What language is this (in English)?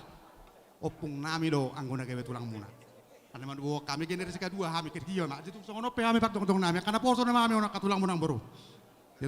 Batak Toba